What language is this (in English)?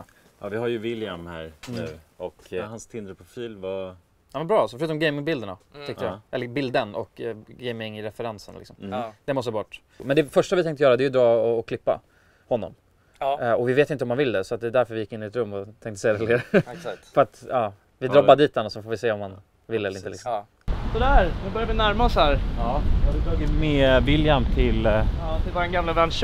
Swedish